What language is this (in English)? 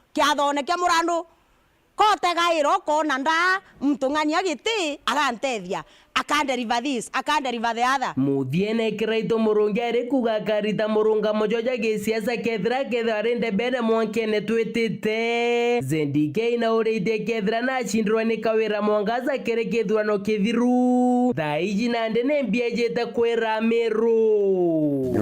Meru